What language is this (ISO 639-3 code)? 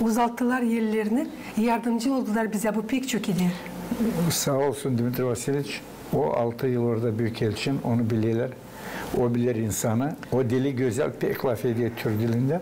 gag